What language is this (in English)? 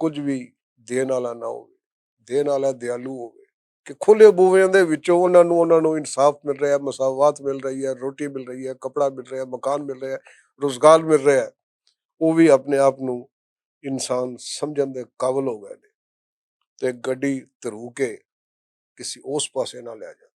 Western Panjabi